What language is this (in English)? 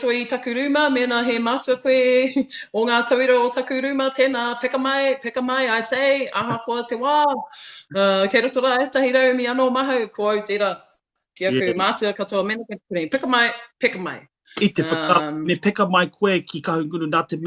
Māori